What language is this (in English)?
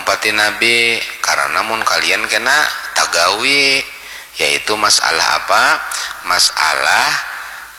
Banjar